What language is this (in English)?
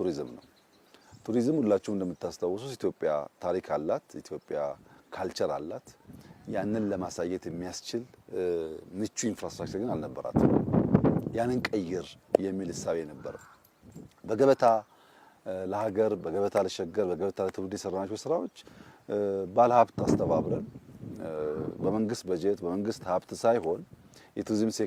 Amharic